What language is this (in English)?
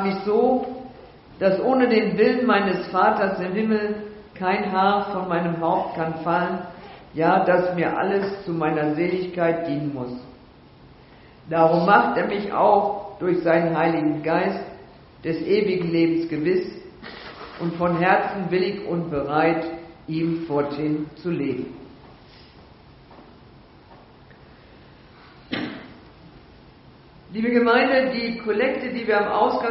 German